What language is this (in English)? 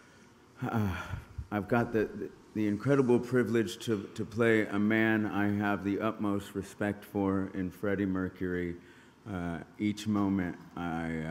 English